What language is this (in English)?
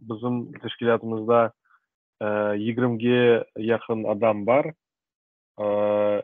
Crimean Tatar